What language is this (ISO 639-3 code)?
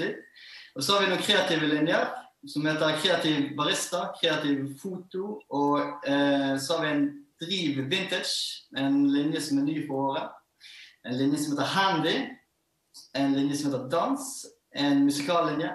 nor